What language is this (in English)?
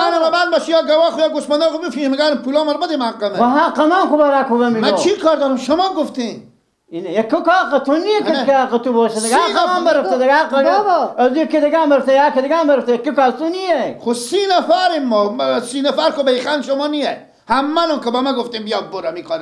Persian